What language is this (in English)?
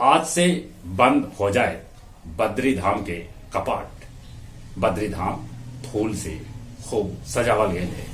Magahi